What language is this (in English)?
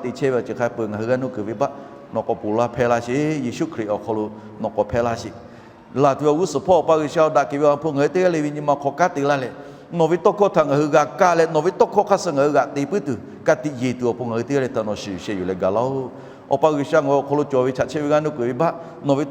Lahu